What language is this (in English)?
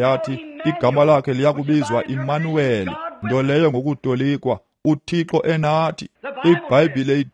Xhosa